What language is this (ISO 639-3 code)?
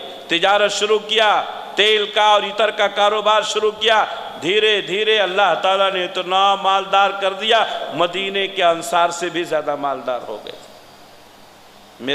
urd